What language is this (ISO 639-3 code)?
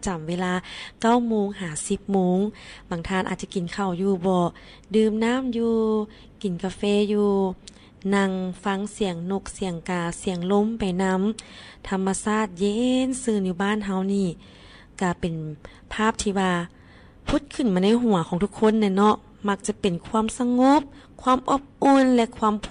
lao